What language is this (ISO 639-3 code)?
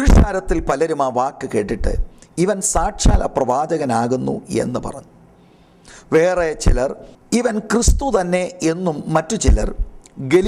mal